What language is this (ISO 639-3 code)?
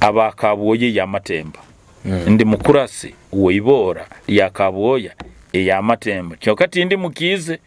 nyo